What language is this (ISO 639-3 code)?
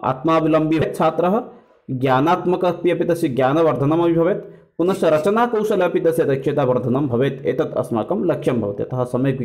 san